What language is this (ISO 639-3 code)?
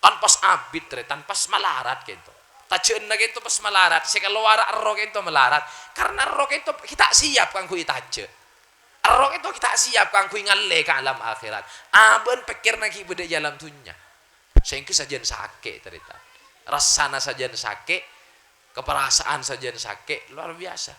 mad